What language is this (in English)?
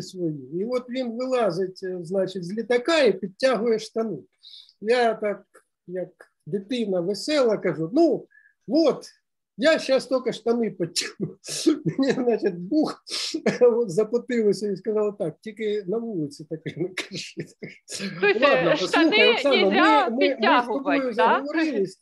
Ukrainian